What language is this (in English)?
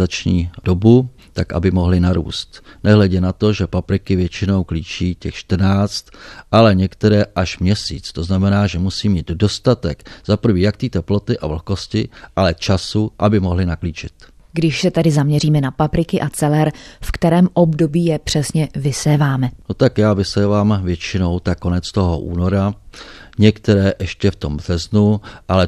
Czech